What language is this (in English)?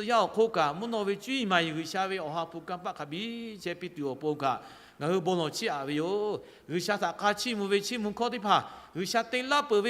Lahu